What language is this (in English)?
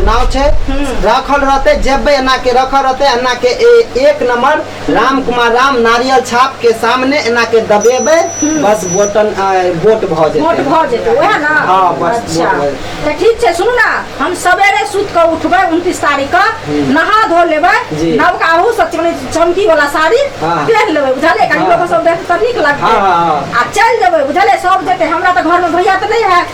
Maithili